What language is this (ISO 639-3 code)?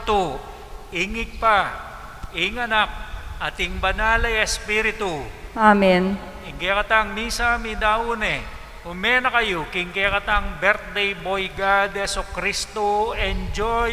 pam